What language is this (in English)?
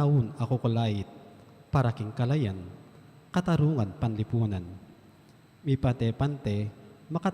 Pampanga